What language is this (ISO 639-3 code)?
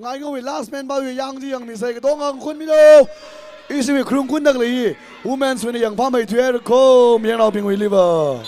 nmf